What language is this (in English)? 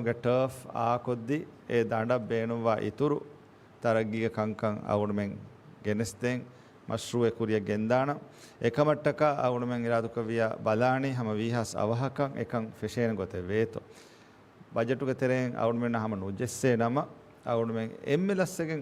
Divehi